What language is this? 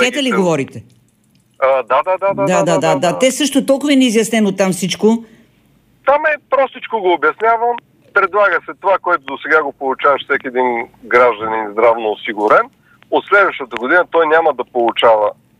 Bulgarian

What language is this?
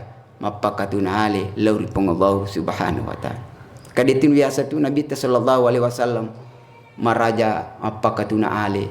Buginese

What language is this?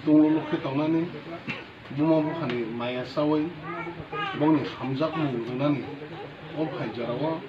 Kok Borok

